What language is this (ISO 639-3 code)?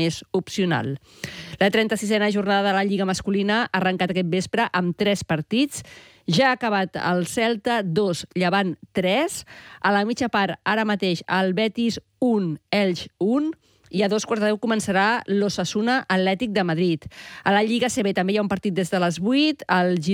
cat